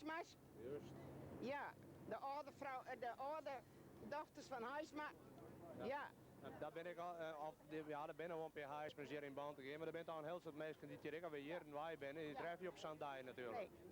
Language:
Western Frisian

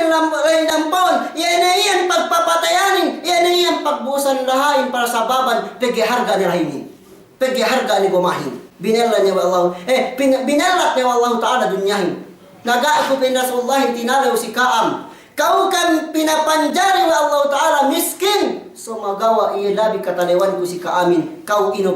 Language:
Yakan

